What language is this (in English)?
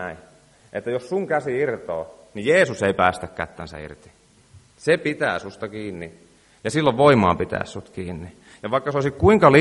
Finnish